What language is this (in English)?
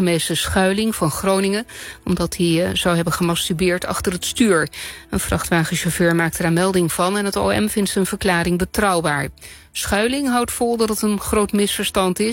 Dutch